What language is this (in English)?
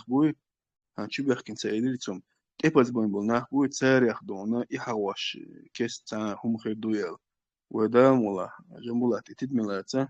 Chechen